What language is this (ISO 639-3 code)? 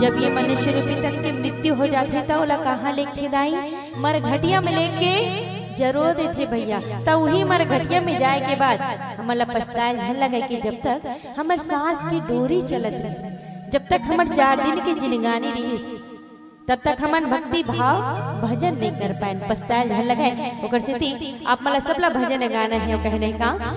hne